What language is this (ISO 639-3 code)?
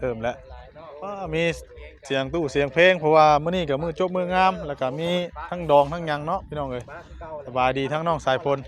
tts